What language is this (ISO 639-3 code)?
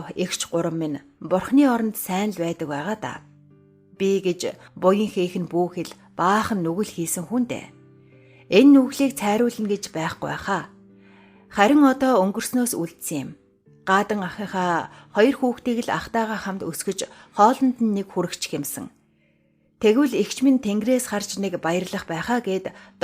mon